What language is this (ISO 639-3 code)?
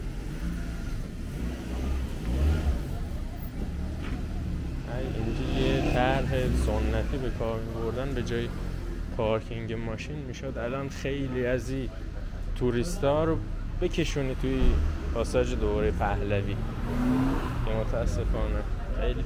fas